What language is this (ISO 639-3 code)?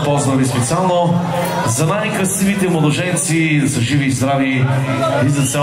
bul